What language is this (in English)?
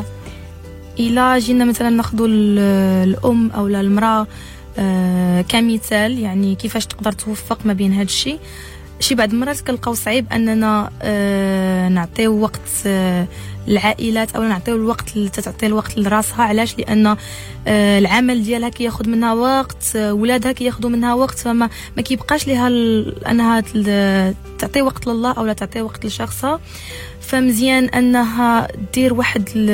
Moroccan Arabic